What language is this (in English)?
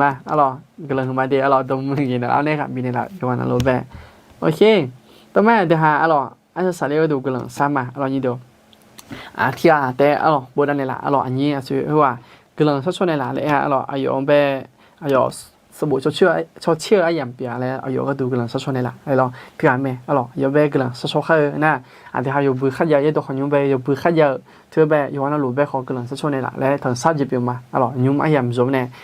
Akha